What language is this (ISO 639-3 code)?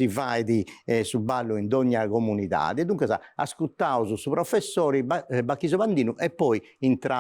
srd